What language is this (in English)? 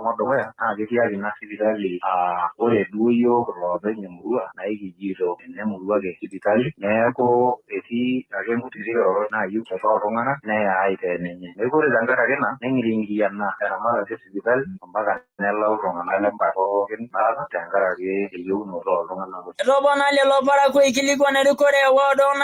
Masai